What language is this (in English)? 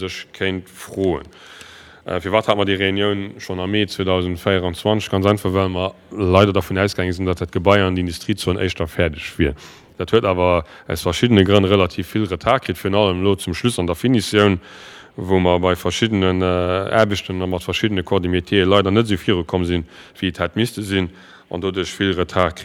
Luxembourgish